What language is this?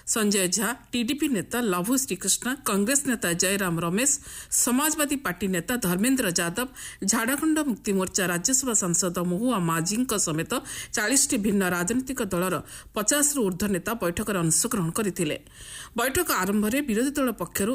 Odia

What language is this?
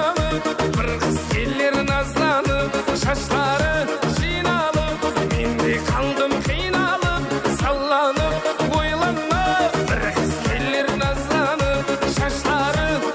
Kara-Kalpak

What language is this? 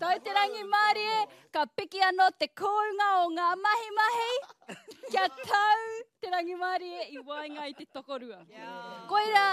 Māori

